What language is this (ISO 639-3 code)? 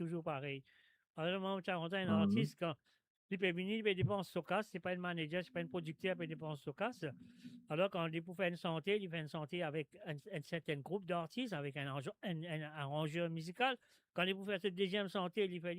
mfe